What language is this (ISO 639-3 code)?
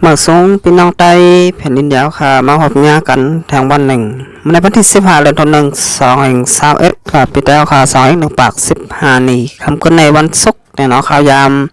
shn